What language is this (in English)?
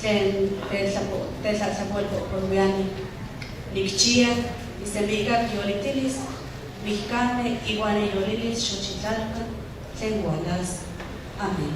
Nahuatl languages